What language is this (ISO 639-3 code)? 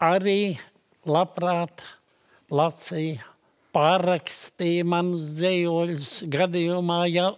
lav